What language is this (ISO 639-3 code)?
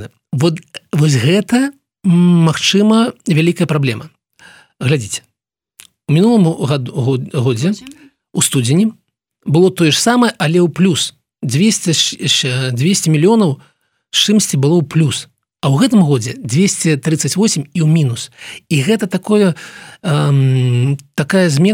bel